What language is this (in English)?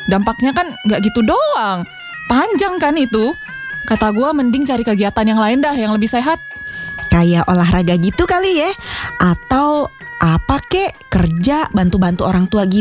Indonesian